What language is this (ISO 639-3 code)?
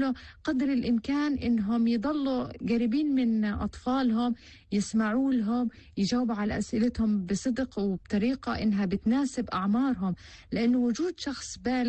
apc